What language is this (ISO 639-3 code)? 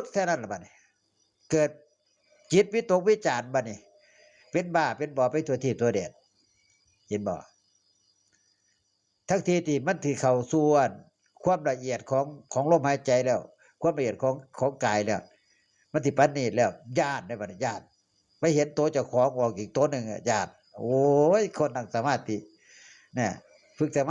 tts